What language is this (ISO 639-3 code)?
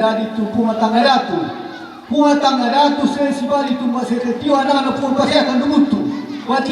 sda